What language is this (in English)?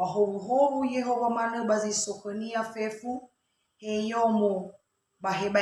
Nias